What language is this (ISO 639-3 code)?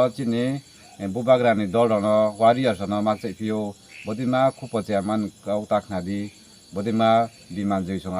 trp